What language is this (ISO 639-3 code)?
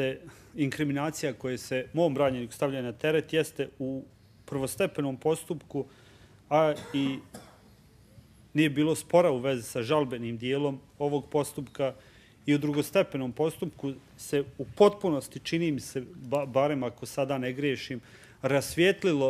bos